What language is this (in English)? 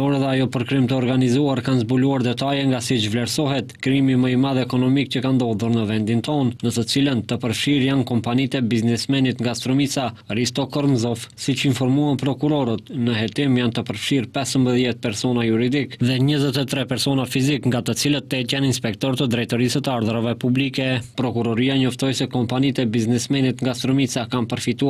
Albanian